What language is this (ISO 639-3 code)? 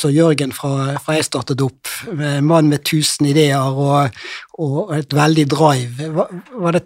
nor